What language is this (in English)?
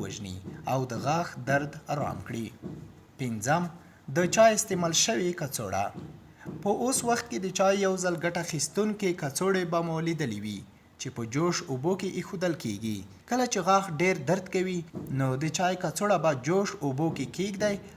Pashto